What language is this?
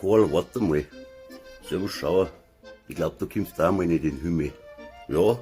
Bavarian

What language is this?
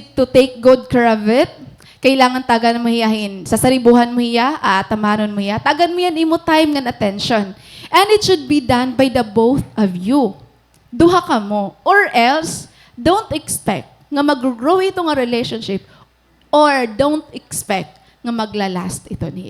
Waray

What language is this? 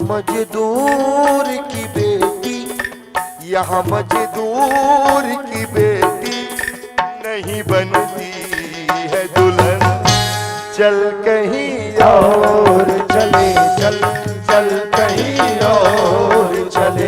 Chhattisgarhi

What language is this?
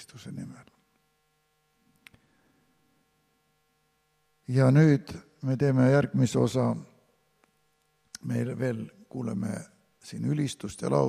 Estonian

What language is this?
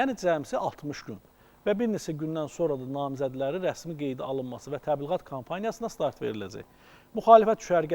Azerbaijani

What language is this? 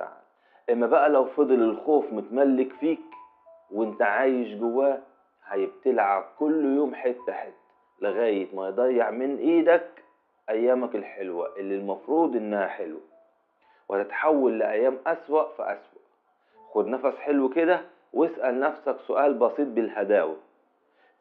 Egyptian Arabic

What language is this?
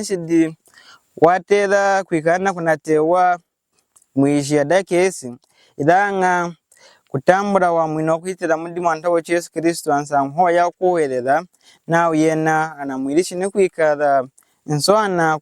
Lunda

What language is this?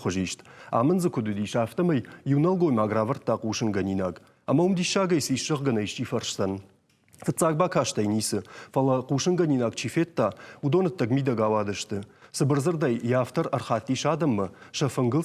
Ossetic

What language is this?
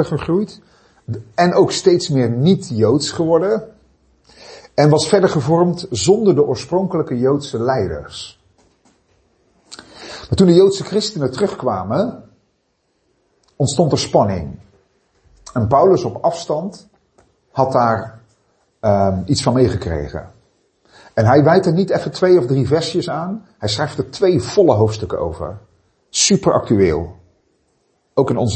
Dutch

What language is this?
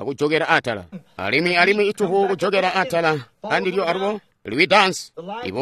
Tonga (Zambia)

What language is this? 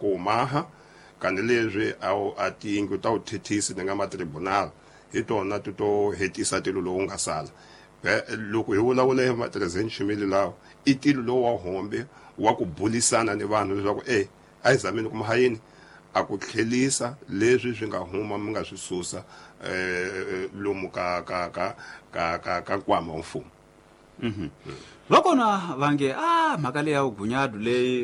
Tsonga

